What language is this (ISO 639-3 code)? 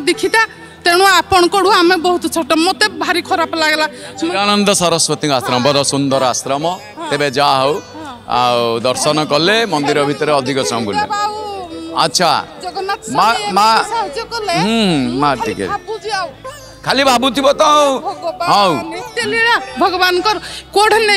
ori